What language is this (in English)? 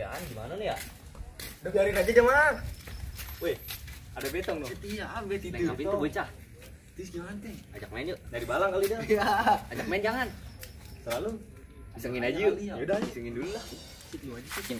Betawi